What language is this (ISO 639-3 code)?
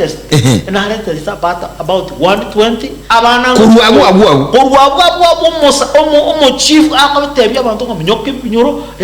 guz